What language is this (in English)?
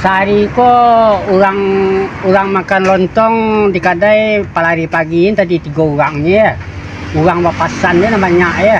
Minangkabau